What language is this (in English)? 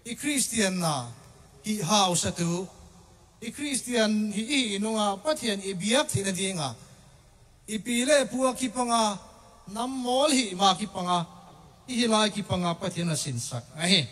Tedim Chin